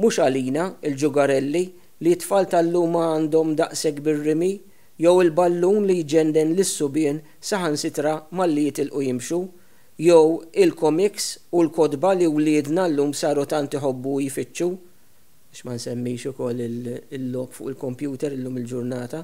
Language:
Maltese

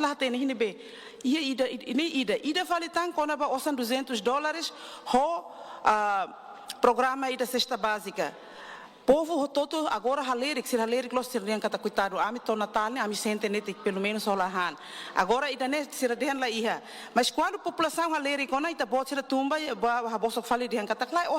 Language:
Tetum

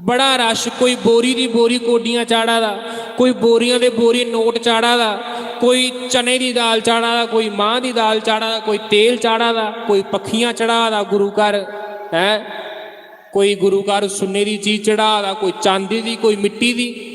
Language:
Dogri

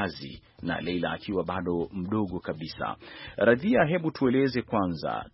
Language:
Swahili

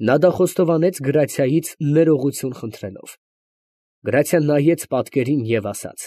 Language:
Armenian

